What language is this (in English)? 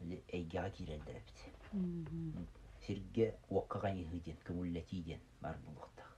Yakut